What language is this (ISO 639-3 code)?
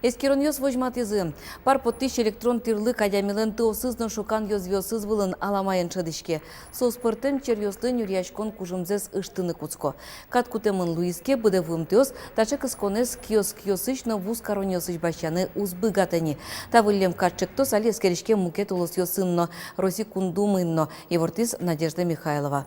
udm